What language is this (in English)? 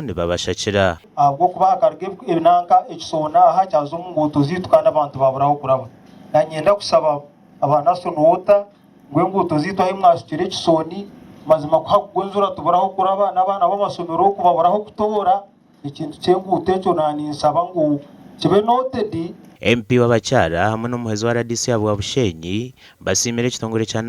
Nyankole